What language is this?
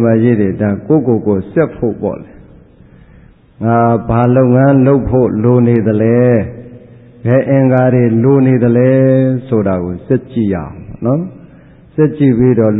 Burmese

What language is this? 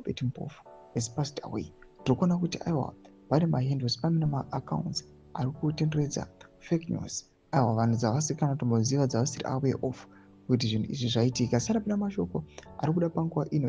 Shona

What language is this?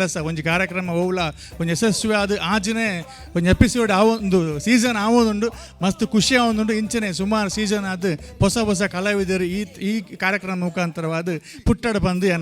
Tulu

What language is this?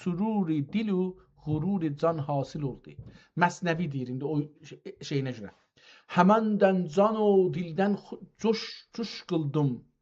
South Azerbaijani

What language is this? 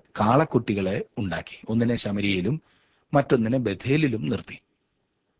Malayalam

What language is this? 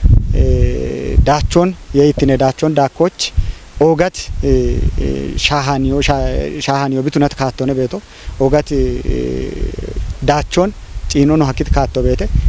Kafa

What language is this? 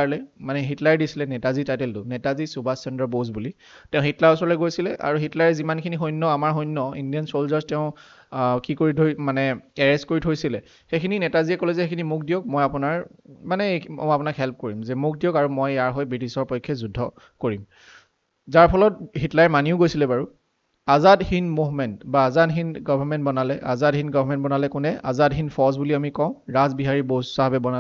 Assamese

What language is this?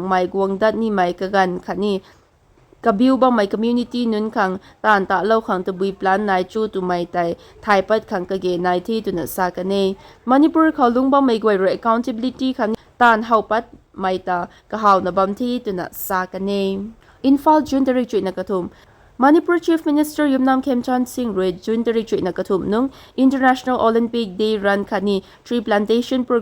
Rongmei Naga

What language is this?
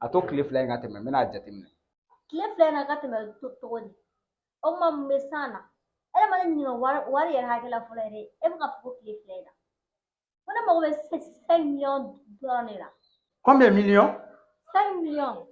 Bambara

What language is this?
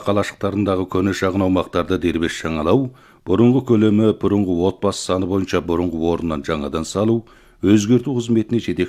Kazakh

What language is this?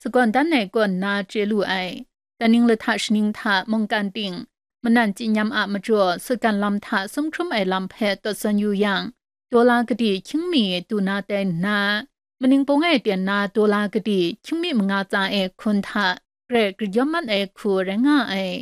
Kachin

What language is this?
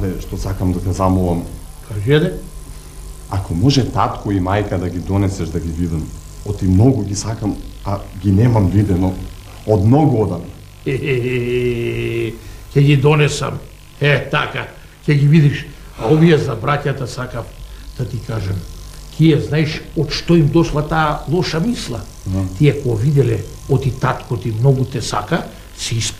Macedonian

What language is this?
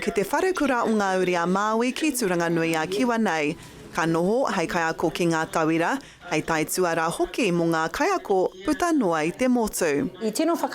Māori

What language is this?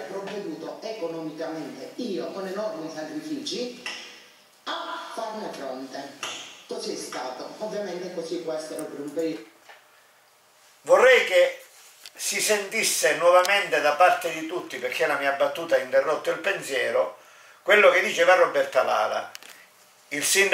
Italian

